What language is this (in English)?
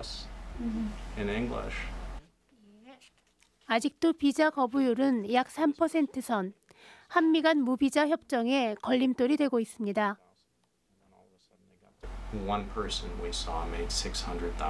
Korean